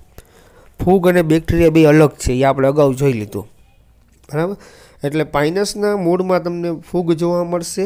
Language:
Gujarati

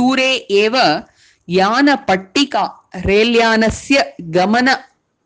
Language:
Sanskrit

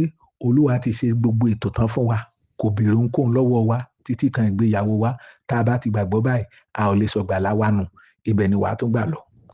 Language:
Yoruba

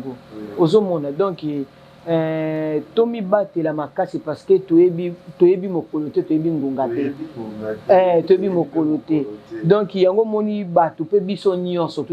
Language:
Lingala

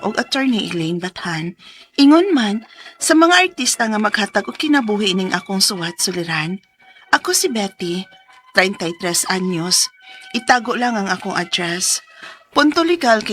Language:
Cebuano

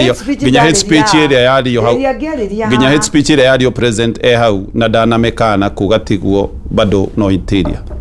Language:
Kikuyu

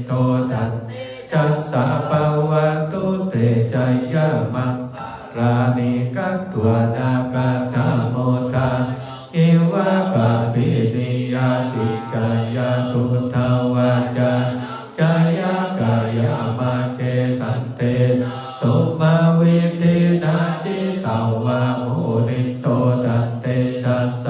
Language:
Pali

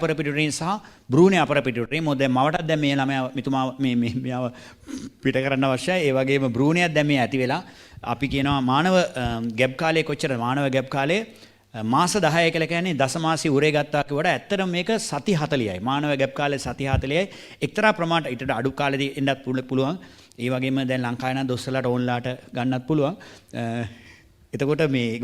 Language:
Sinhala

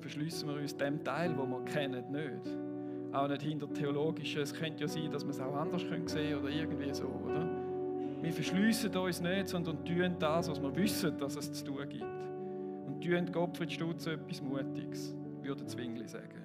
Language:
Swiss German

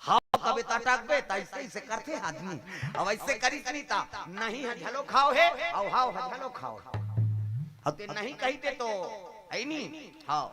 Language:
Chhattisgarhi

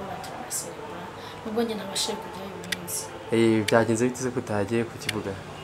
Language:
Kinyarwanda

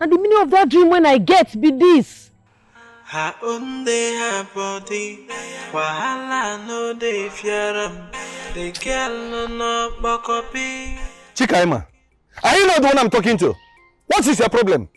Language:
Nigerian Pidgin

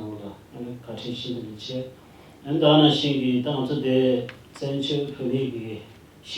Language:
Tibetan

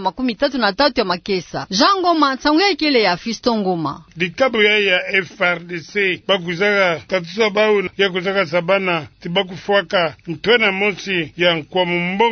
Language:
Kituba (Democratic Republic of Congo)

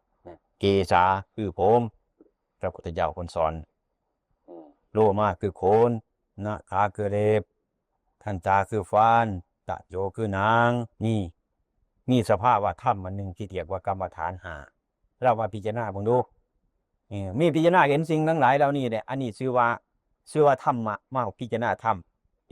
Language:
Northeastern Thai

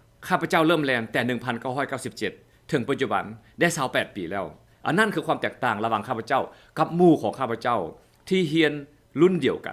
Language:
Lao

